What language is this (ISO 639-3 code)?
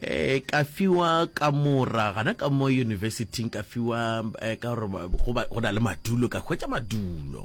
nso